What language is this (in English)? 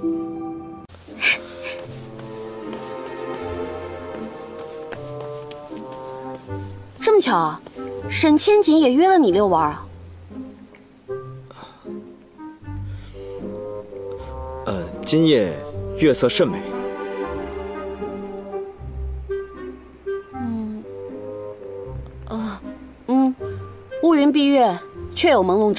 Chinese